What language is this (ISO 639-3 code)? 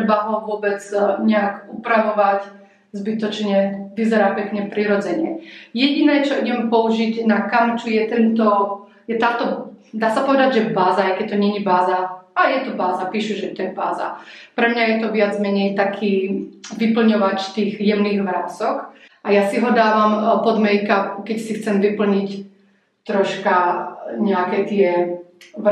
slk